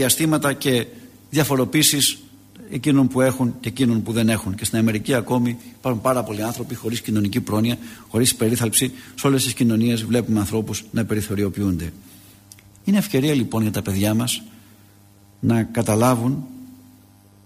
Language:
Greek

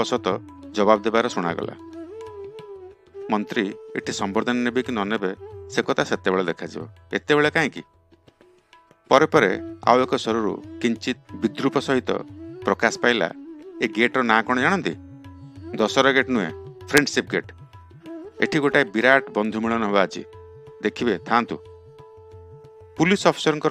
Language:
Odia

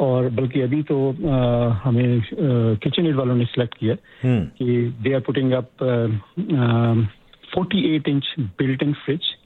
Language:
Hindi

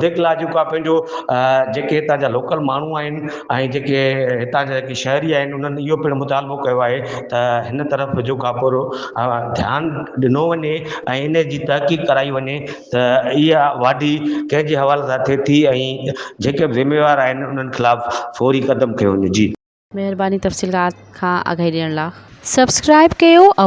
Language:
Sindhi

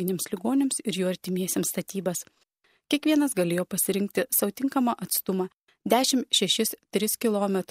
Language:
Lithuanian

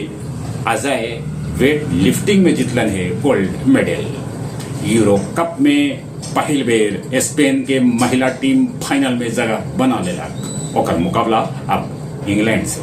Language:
Magahi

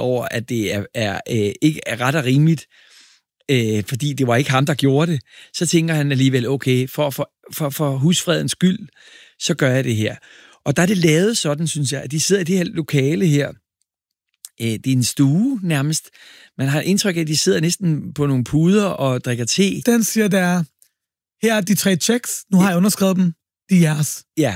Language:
Danish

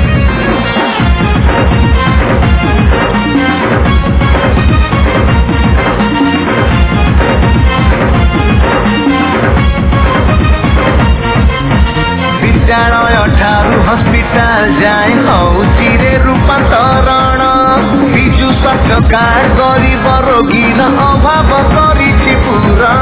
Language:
Odia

